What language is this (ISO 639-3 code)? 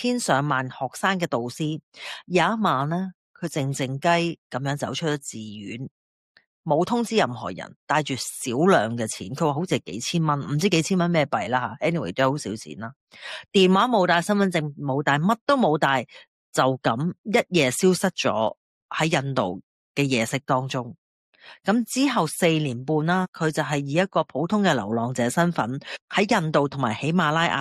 yue